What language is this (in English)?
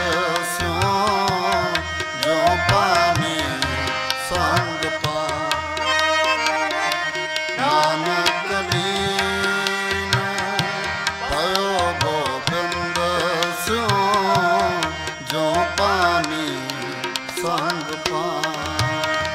Punjabi